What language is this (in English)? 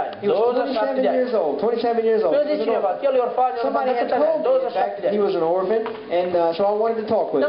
Romanian